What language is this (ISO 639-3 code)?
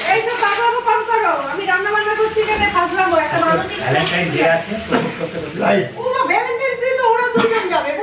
ben